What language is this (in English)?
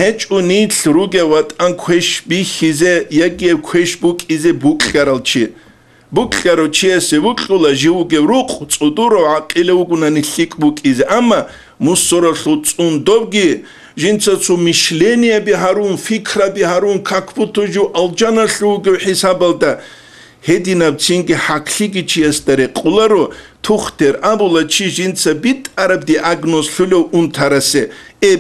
Avaric